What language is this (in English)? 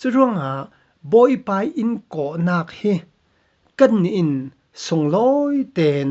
Falam Chin